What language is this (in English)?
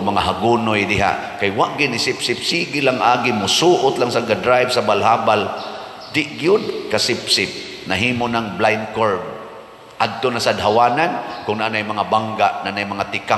Cebuano